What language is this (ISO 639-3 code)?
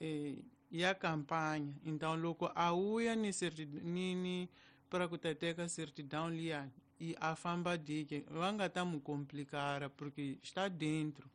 tso